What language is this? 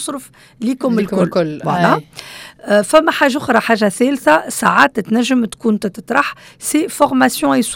Tunisian Arabic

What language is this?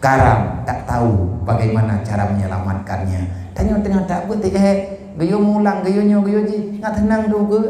Achinese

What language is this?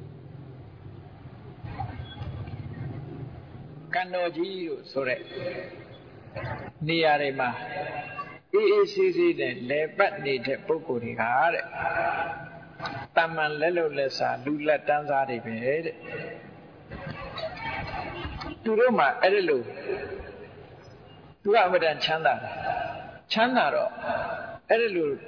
Burmese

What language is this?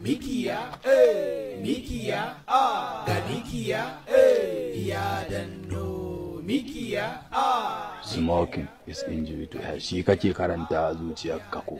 Hausa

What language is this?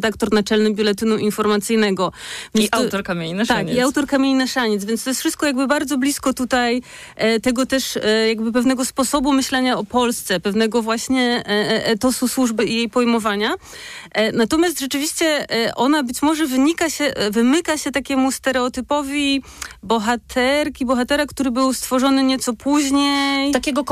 Polish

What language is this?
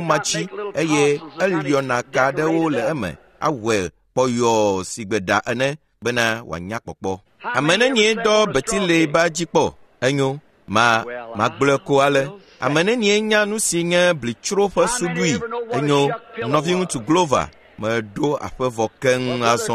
Ewe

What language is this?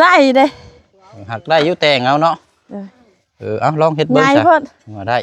Lao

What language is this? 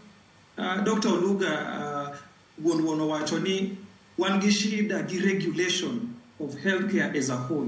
Luo (Kenya and Tanzania)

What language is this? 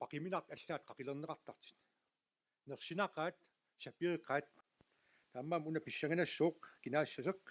Kalaallisut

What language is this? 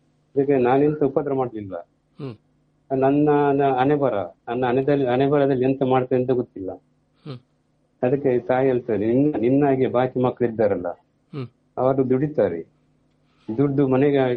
Kannada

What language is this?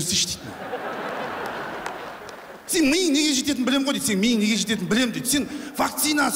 Kazakh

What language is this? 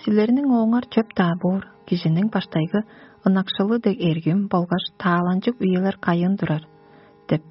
Tuvinian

